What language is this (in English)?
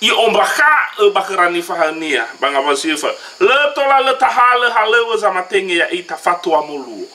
Nias